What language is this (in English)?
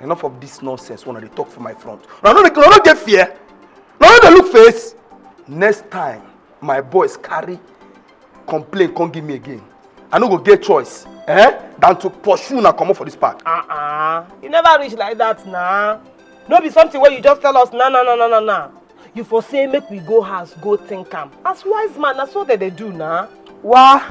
Nigerian Pidgin